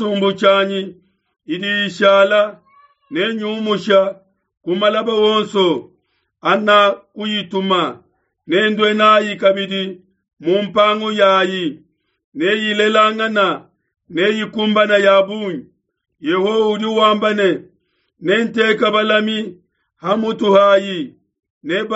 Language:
Luba-Lulua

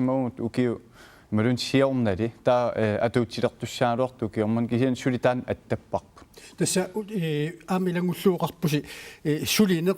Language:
Kalaallisut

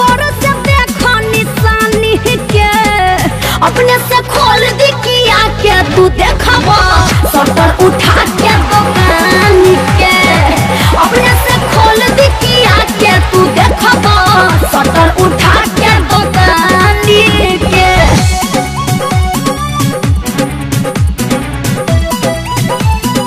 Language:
Bhojpuri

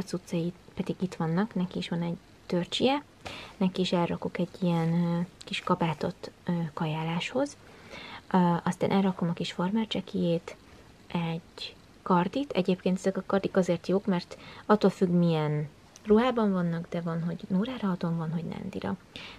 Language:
Hungarian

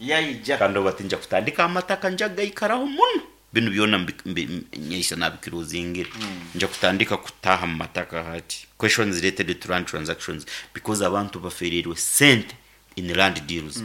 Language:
Nyankole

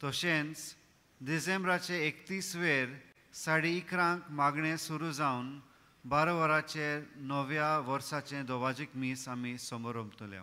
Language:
Konkani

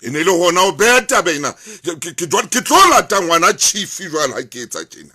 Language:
Southern Sotho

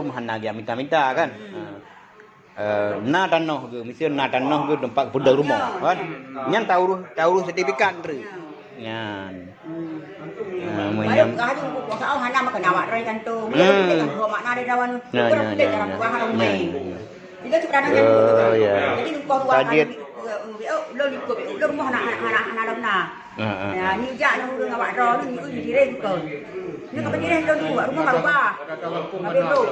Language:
Achinese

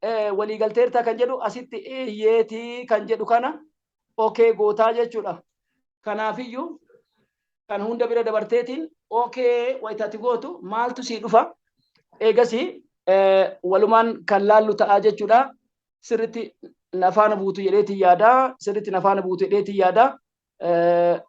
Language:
Oromo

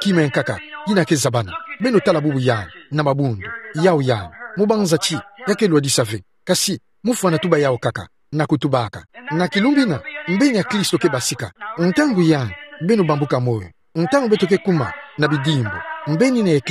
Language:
Kituba (Democratic Republic of Congo)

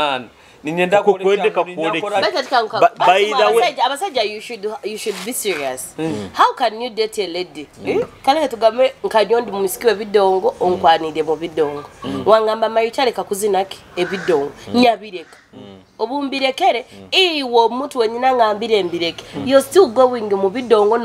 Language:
Nyoro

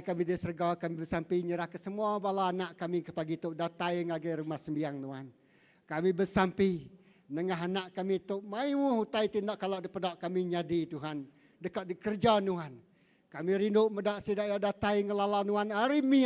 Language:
Iban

